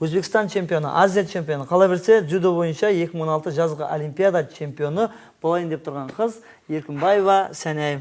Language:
Kara-Kalpak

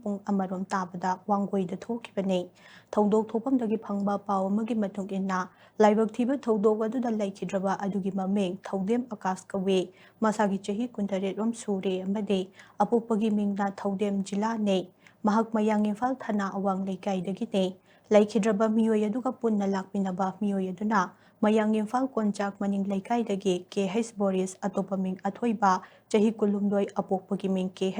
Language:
Manipuri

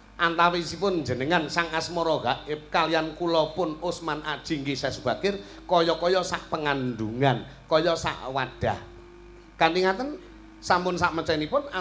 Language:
Javanese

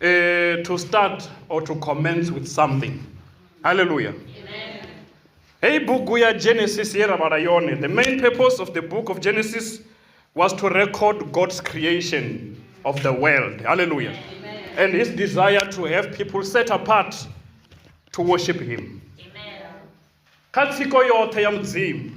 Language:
Venda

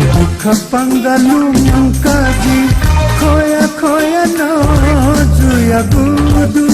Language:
Newari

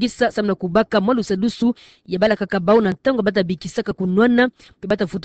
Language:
Kituba (Democratic Republic of Congo)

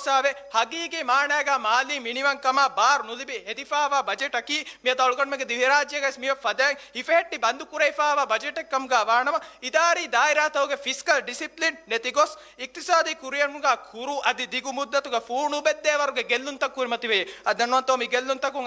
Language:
Divehi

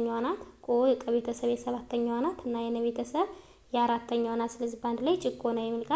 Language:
Amharic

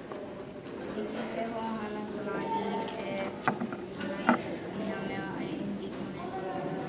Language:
Hawaiian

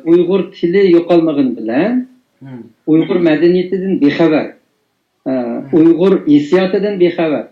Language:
Uyghur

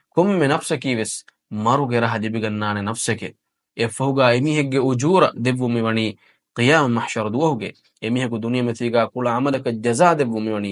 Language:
Divehi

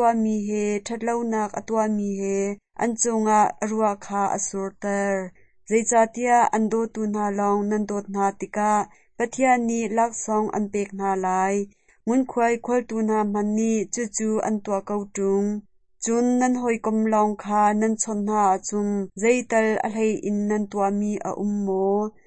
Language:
Hakha Chin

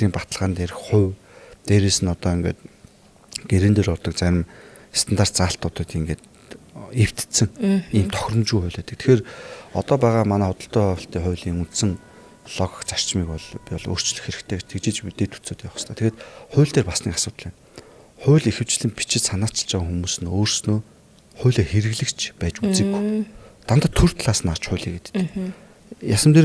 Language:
Mongolian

